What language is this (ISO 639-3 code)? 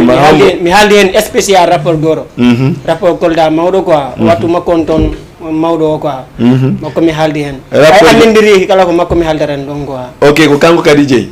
ful